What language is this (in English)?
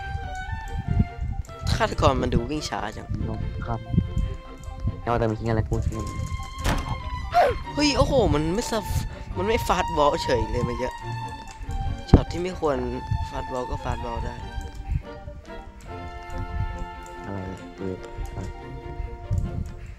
Thai